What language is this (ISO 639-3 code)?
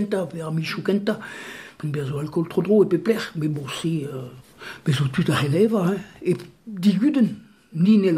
bre